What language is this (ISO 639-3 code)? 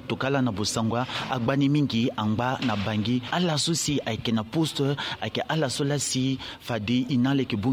sag